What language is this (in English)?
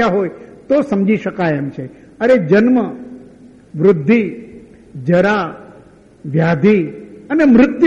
Gujarati